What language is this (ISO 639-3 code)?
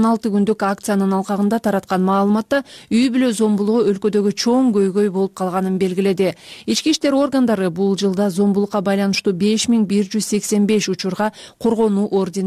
kir